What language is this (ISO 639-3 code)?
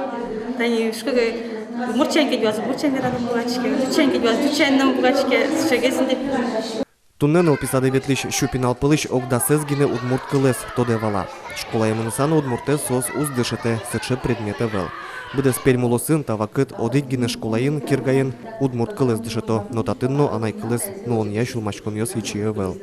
udm